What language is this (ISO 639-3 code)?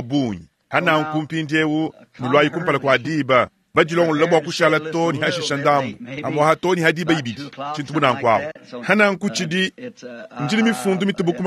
lua